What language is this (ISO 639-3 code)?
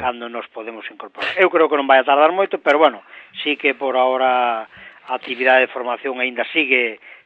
glg